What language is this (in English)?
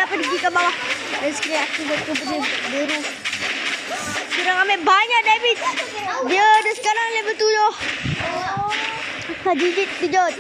Malay